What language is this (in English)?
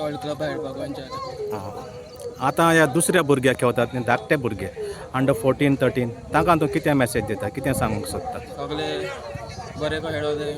Konkani